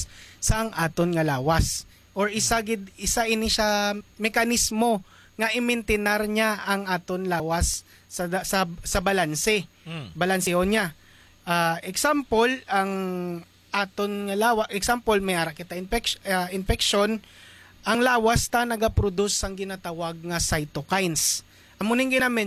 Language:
Hiligaynon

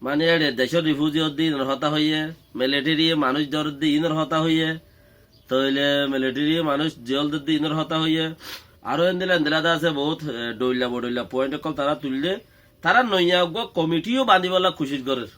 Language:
Rohingya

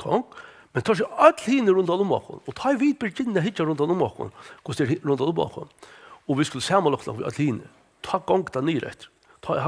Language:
Faroese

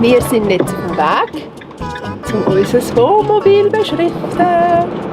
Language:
Swiss German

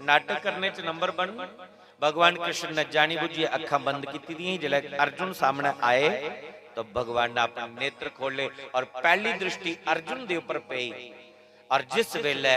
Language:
Dogri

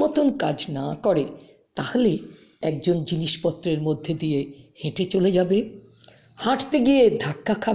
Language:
Bangla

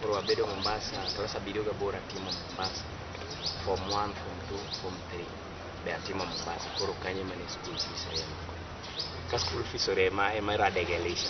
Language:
Luo (Kenya and Tanzania)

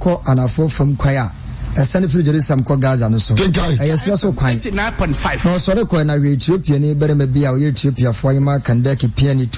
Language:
Akan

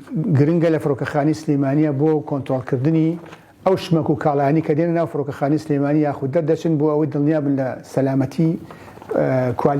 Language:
Central Kurdish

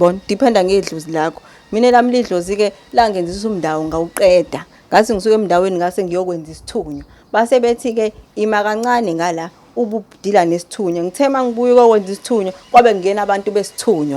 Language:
Zulu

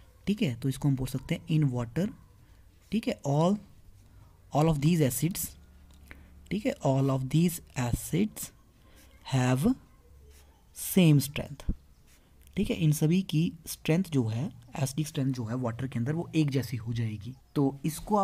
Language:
Hindi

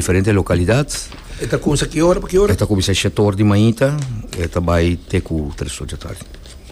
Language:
Papiamento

